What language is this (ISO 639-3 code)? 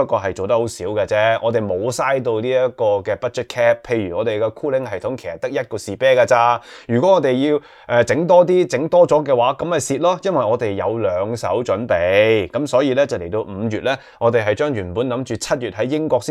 yue